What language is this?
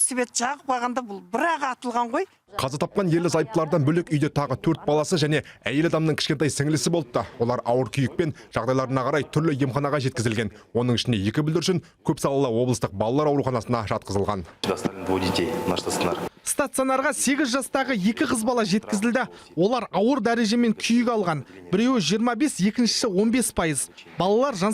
Kazakh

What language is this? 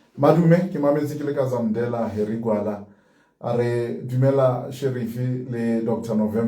Southern Sotho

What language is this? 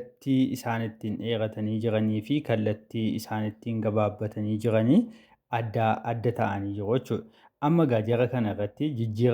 Oromo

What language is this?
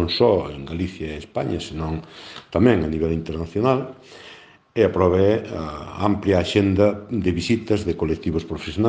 Galician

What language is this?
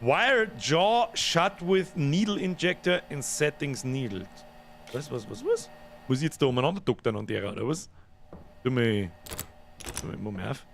Bavarian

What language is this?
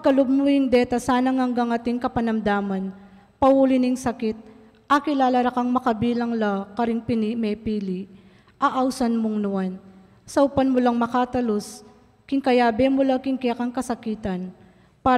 Pampanga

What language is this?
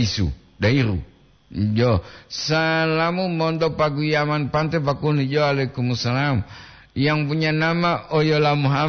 Gorontalo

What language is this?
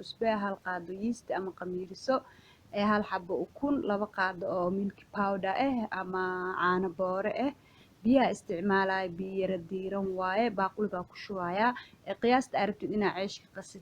Somali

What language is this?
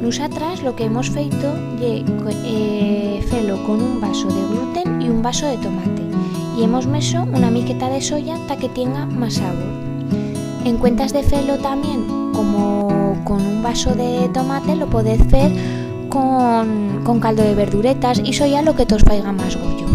Aragonese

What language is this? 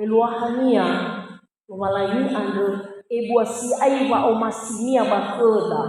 Nias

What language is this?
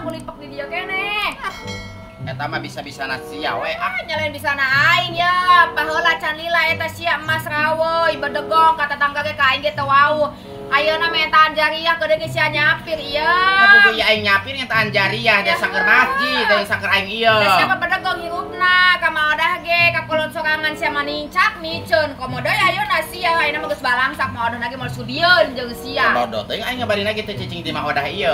Sundanese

